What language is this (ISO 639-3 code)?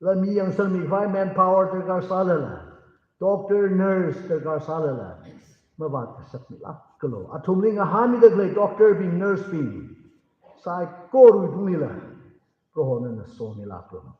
nmf